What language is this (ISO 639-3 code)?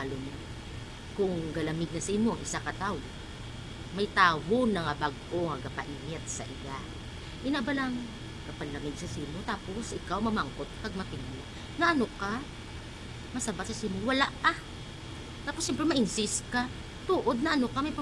hil